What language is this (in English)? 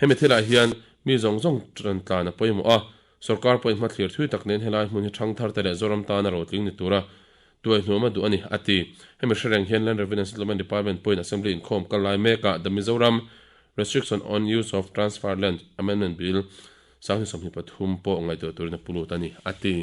Mizo